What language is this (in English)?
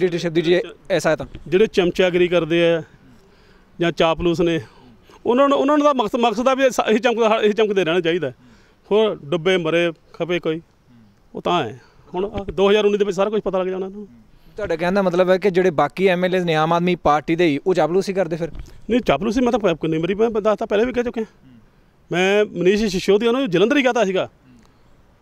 Punjabi